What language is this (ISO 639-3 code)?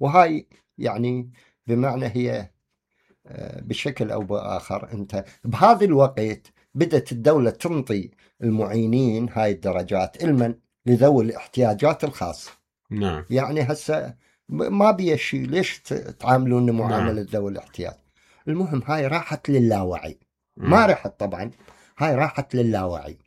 acm